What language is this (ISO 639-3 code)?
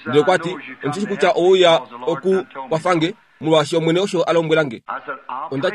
kua